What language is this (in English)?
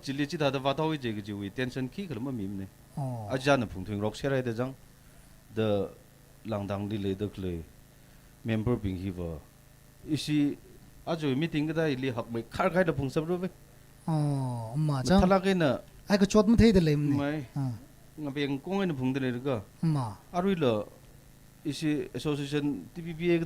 Tangkhul Naga (India)